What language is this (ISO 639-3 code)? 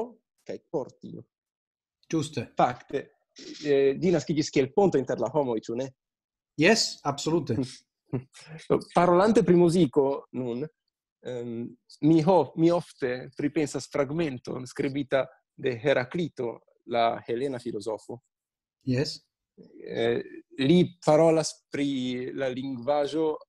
epo